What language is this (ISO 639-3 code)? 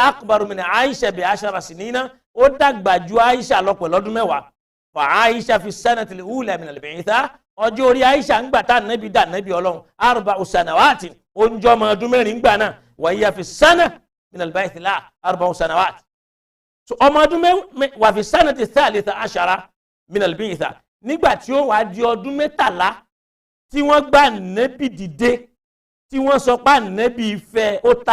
yor